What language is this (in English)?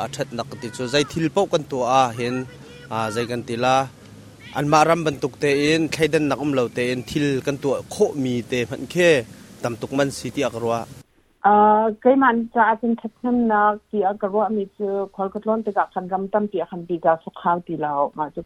Hakha Chin